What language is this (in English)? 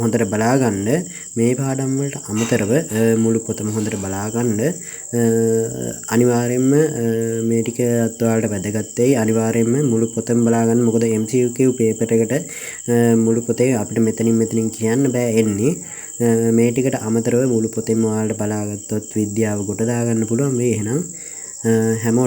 Sinhala